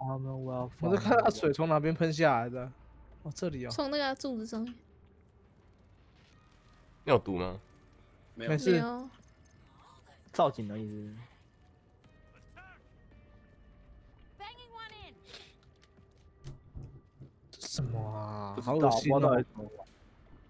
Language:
Chinese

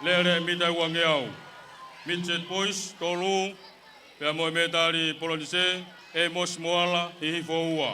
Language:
Tongan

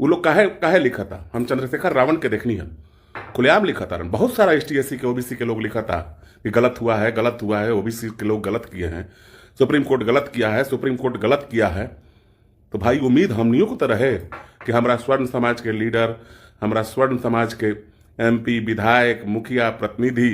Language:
Bhojpuri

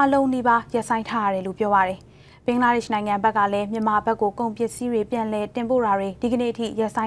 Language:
Burmese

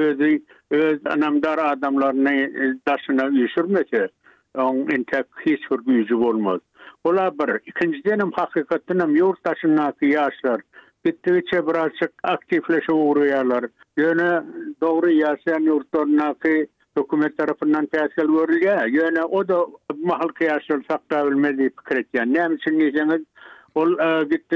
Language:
Turkmen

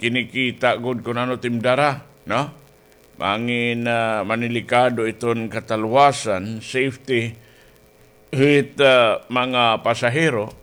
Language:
Waray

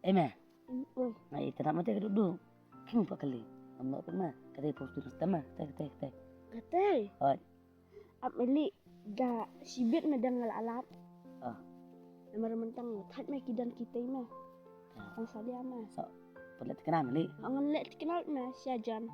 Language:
Khasi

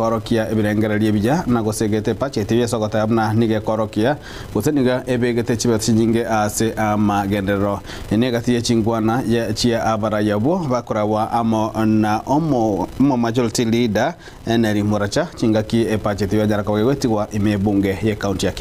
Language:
Gusii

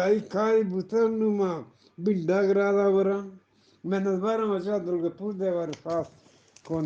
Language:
Eastern Balochi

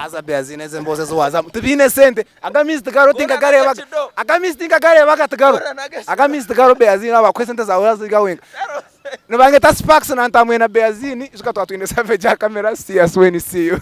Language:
Nyankole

